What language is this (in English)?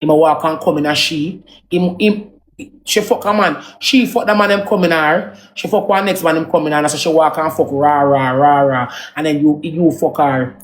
Jamaican Creole English